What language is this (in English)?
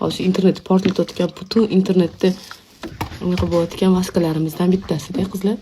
Uzbek